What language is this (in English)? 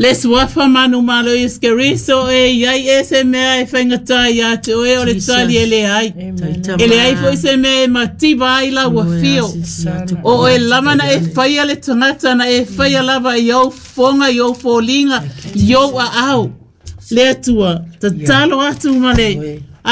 Samoan